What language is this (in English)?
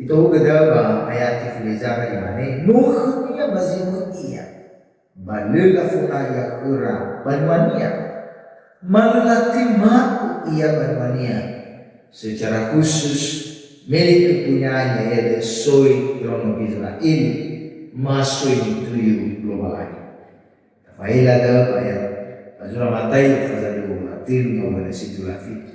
Nias